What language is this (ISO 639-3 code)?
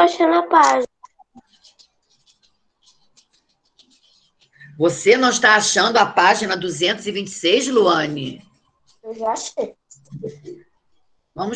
por